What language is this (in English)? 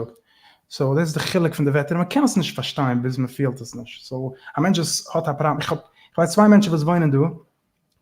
Yiddish